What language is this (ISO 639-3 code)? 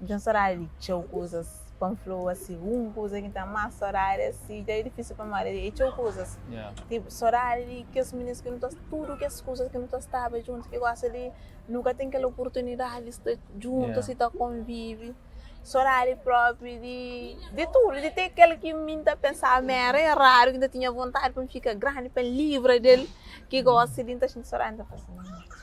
kea